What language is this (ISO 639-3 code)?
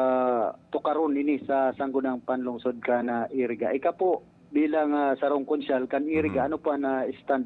bik